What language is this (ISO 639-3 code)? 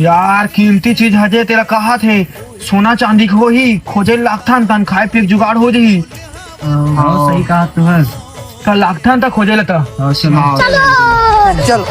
hne